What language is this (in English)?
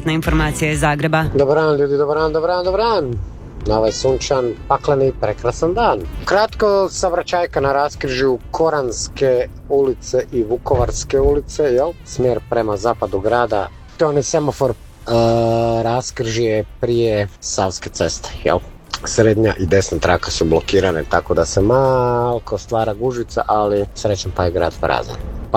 Croatian